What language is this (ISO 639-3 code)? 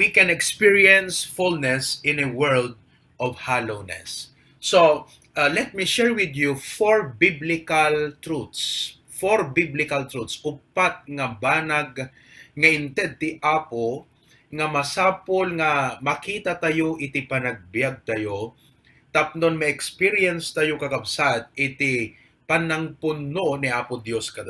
ilo